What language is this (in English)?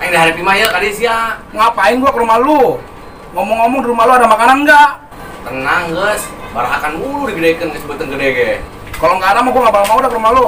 Betawi